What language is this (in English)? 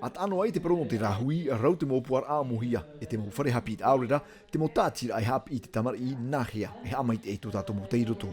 Tahitian